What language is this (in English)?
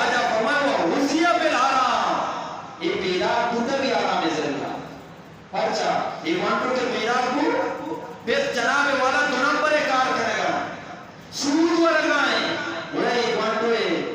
Eastern Balochi